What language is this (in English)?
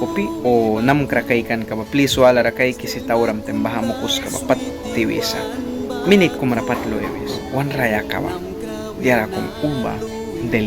Mískito